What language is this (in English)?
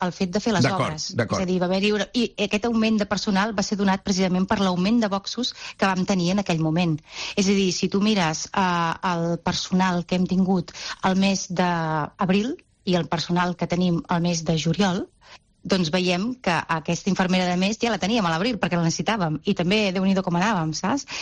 Catalan